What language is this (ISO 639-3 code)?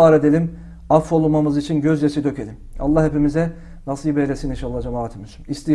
tur